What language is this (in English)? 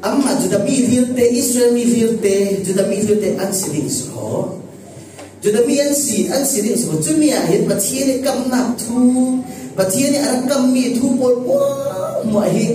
Falam Chin